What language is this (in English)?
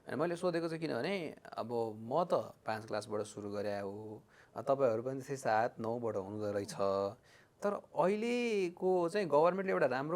Nepali